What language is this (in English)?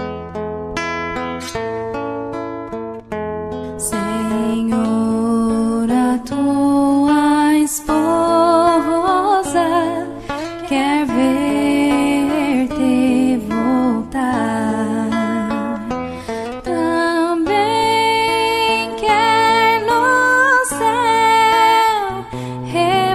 Portuguese